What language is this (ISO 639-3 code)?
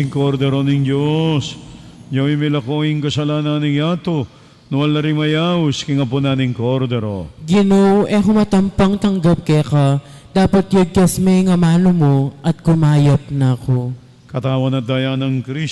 pam